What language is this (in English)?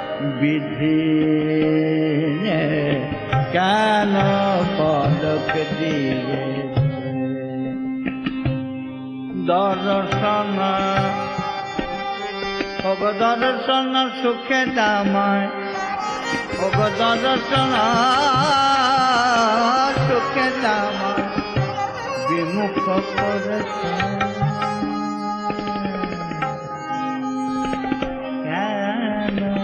Bangla